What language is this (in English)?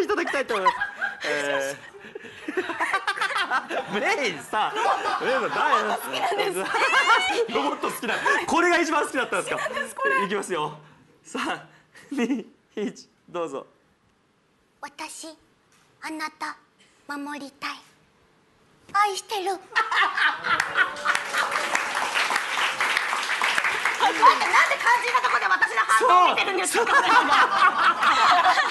Japanese